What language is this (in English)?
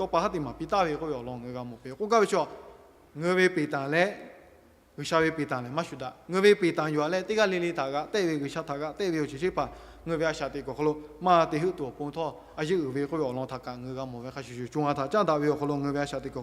Lahu